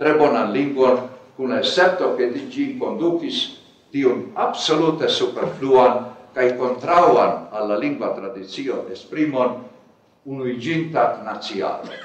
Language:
Esperanto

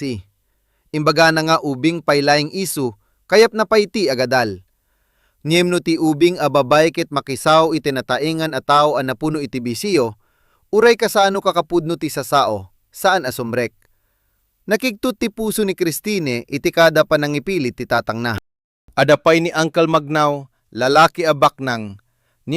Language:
Iloko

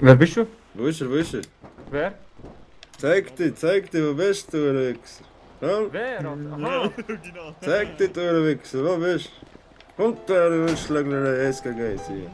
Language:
Swiss German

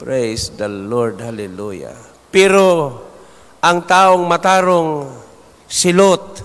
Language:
Cebuano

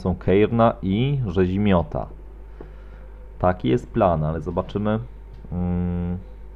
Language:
Polish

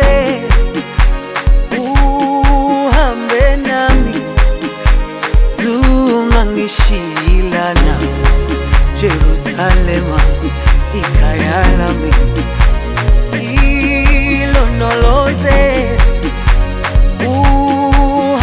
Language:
Zulu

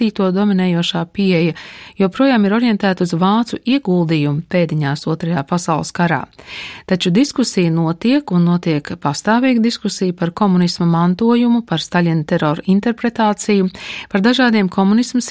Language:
Latvian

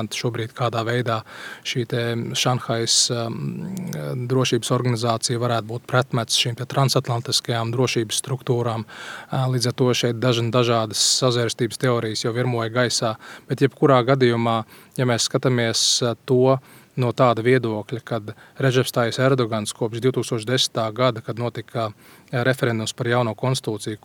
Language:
Latvian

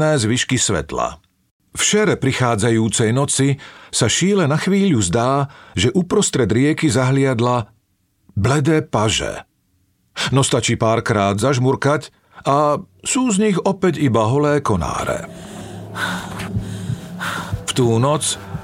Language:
Slovak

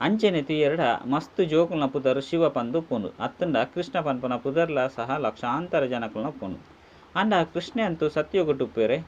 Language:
Tulu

